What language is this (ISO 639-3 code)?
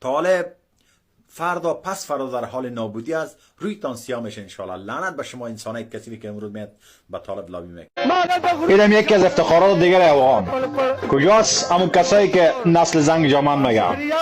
fas